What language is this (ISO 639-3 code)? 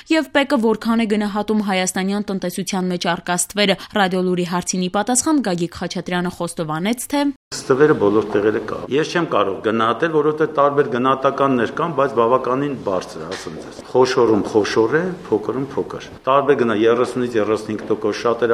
hye